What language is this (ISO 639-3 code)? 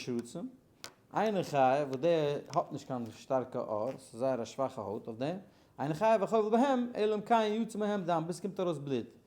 yid